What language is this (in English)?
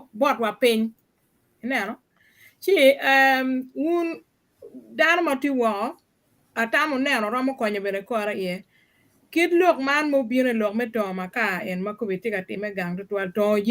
Acoli